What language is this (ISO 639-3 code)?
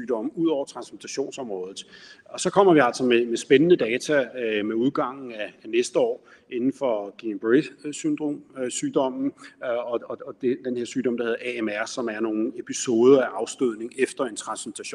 dan